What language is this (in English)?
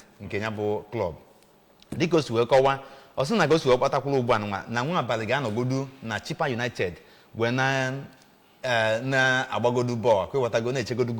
Igbo